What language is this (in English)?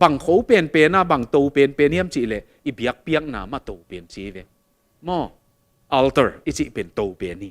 Tedim Chin